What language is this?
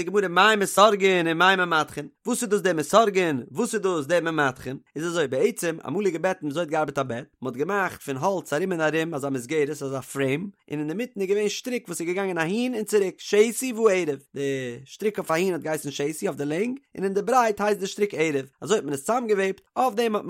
Yiddish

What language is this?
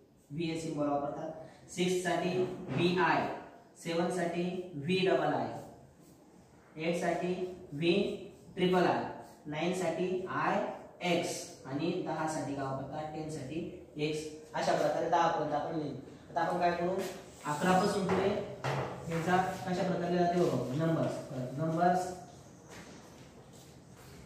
Marathi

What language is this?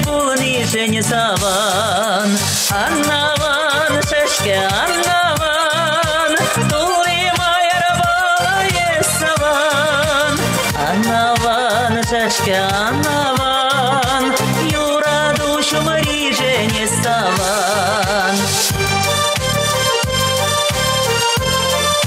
Chuvash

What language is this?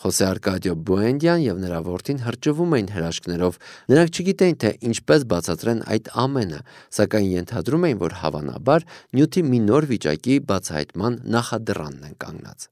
Armenian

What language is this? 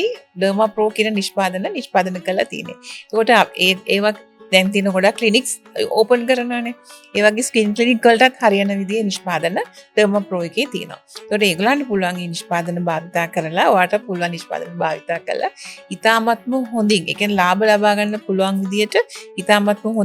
Sinhala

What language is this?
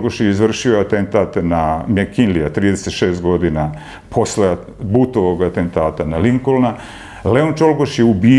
Serbian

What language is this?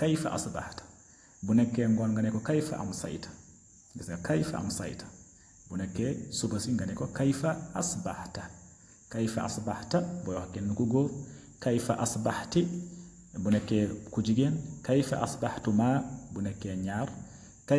Wolof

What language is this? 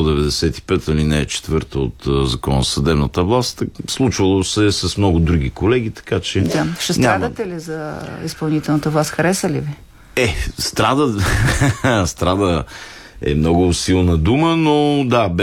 Bulgarian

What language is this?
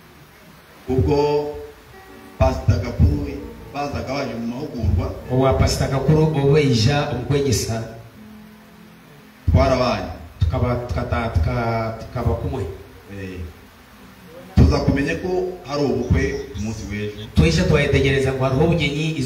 Kinyarwanda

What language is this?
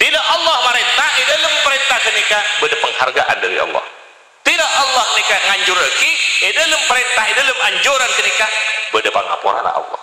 Madurese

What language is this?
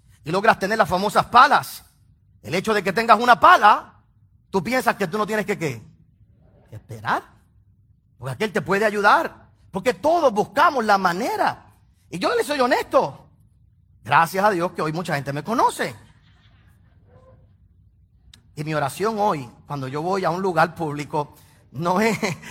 Spanish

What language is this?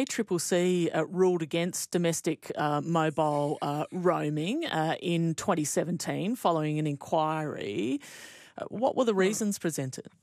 English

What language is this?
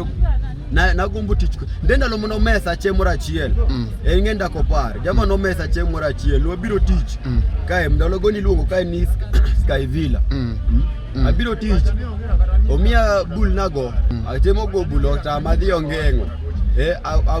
Luo (Kenya and Tanzania)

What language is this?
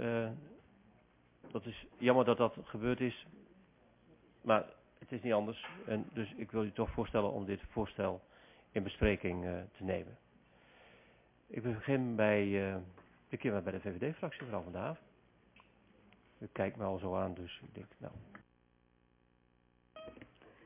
Dutch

